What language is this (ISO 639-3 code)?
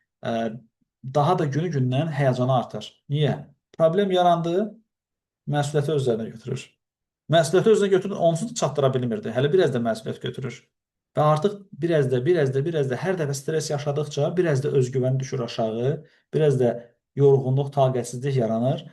aze